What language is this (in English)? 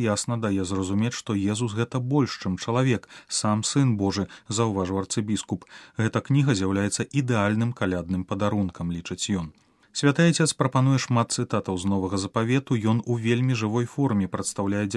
Belarusian